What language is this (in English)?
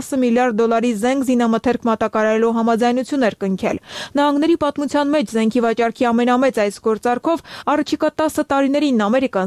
Armenian